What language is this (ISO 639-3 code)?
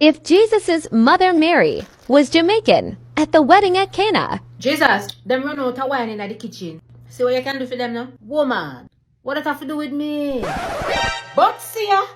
jam